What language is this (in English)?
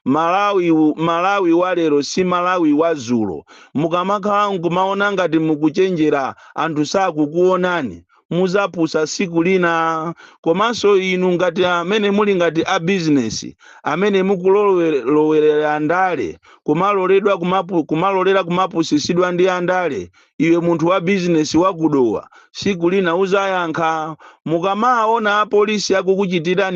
Nyanja